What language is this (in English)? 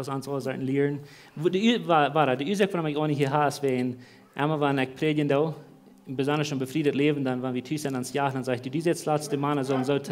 Plautdietsch